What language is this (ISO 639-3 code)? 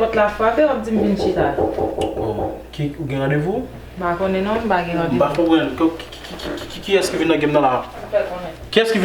hat